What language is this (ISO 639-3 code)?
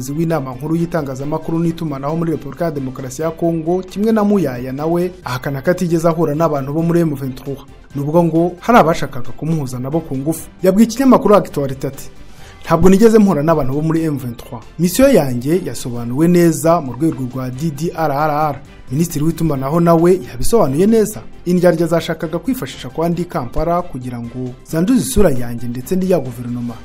kin